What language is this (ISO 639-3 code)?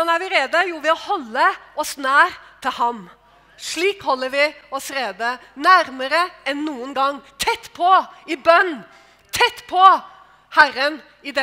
nor